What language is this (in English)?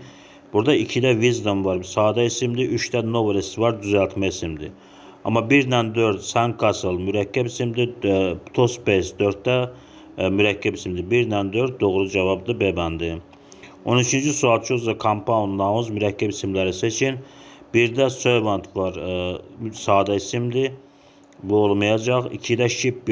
Azerbaijani